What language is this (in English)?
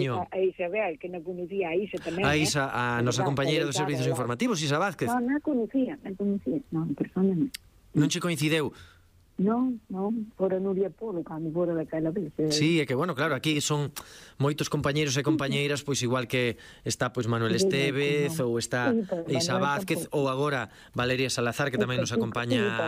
Galician